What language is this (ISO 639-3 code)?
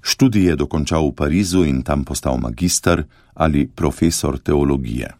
slv